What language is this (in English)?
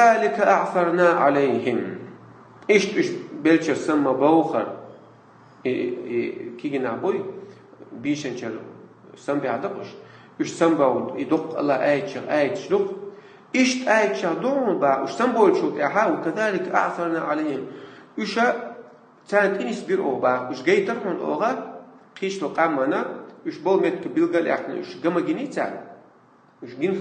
Chechen